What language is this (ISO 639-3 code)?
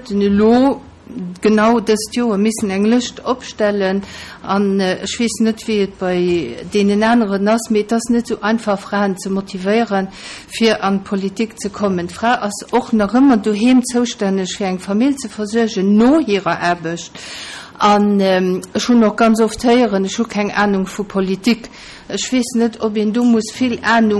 ltz